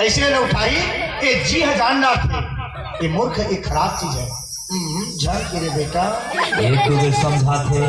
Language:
Chhattisgarhi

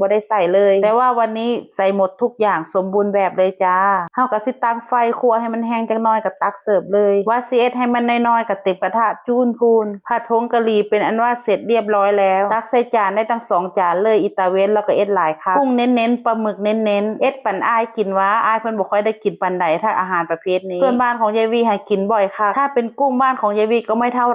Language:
Northeastern Thai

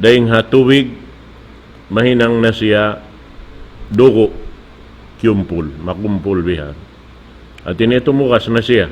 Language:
Tausug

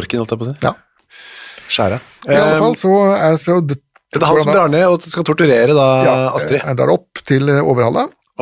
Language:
Norwegian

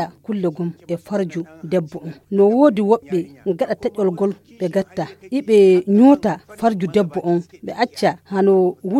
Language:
Nigerian Fulfulde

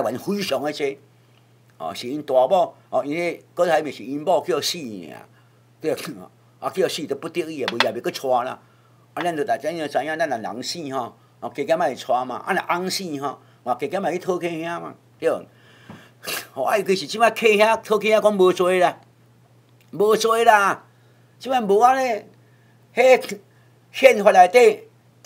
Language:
Min Nan Chinese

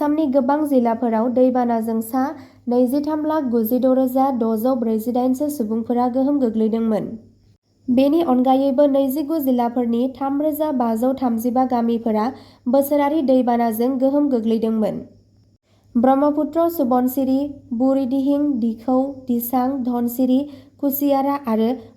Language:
Bodo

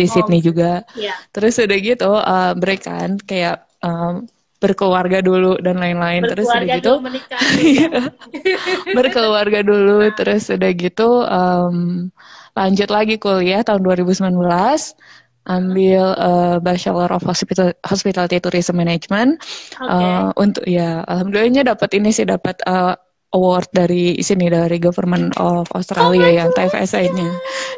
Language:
Indonesian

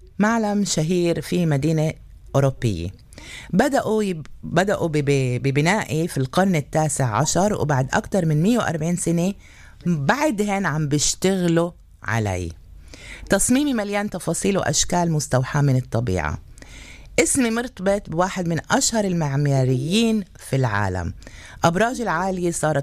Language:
North Levantine Arabic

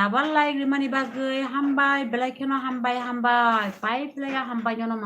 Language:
Kok Borok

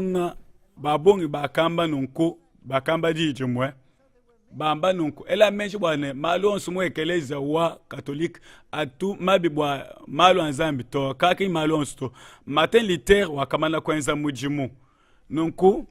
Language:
Luba-Lulua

